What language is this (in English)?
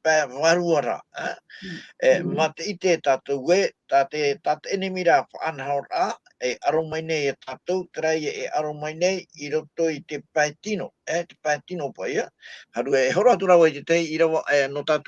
Tahitian